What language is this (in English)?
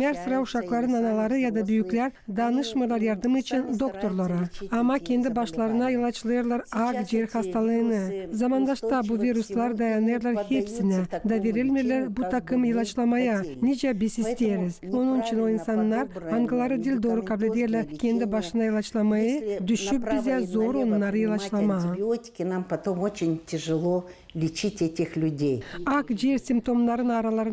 Gagauz